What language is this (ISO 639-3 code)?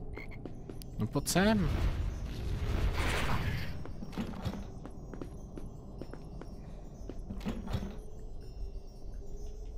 ces